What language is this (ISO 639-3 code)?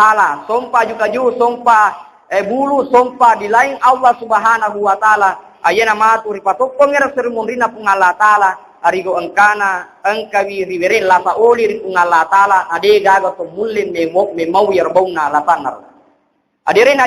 bug